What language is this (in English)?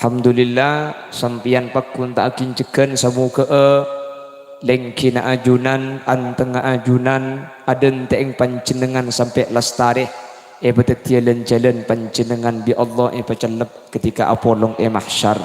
Madurese